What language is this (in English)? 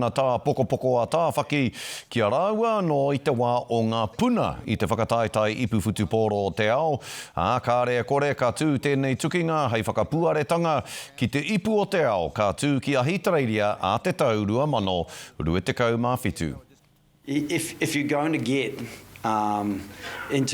Māori